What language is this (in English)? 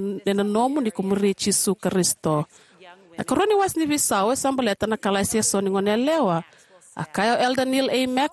Fijian